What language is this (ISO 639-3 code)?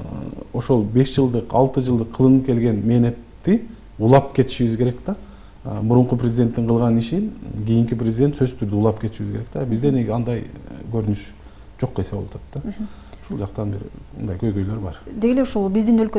kir